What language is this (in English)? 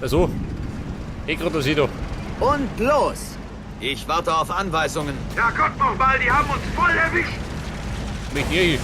Bavarian